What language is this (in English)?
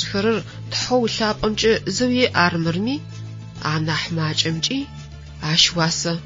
Adyghe